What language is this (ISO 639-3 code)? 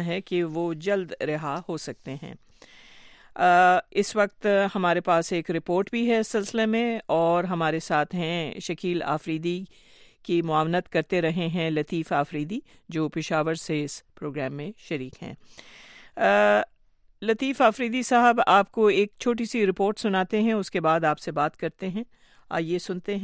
urd